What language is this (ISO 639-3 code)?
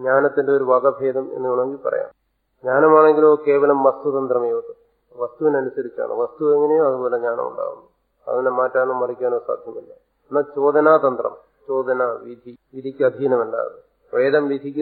mal